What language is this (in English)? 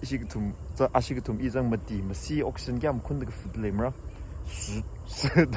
Tangkhul Naga (India)